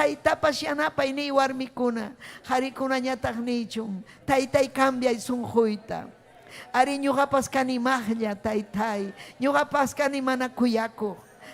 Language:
Ayacucho Quechua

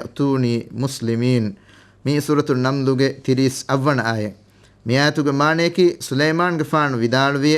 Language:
Divehi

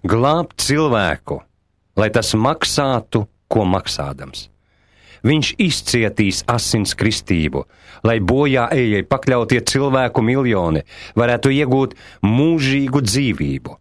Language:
Latvian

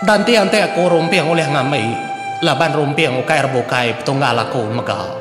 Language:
Iban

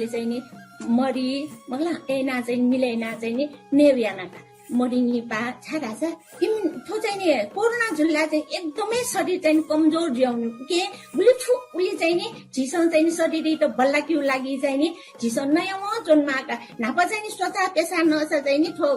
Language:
Newari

